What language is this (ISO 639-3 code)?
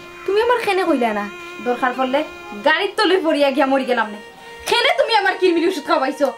syl